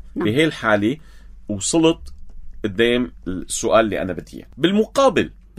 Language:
North Levantine Arabic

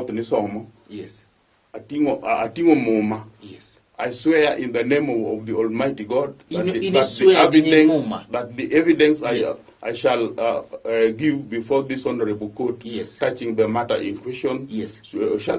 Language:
Luo (Kenya and Tanzania)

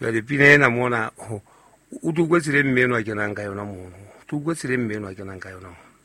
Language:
Southern Sotho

